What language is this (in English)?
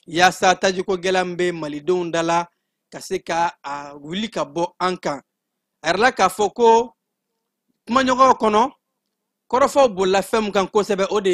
Bambara